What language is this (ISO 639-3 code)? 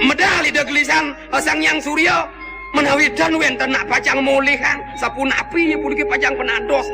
ban